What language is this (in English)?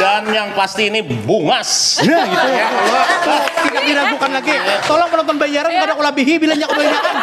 Banjar